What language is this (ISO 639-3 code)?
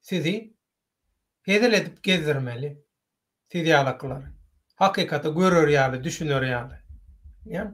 tuk